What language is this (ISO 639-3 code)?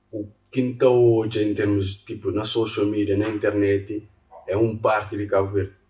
kea